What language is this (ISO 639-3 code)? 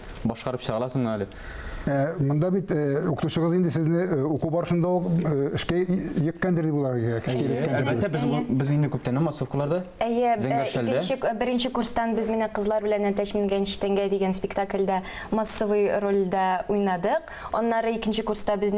tat